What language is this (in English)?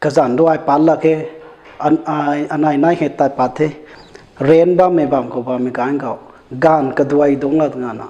Rongmei Naga